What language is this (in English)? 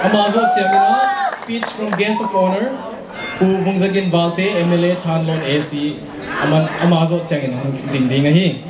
Paite Chin